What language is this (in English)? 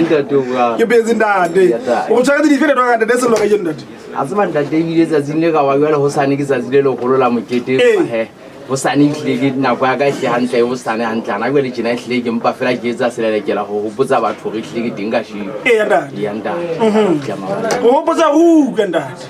Southern Sotho